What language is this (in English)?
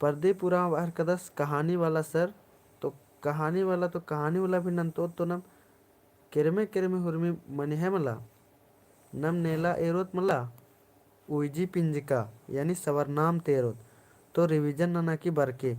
Kurukh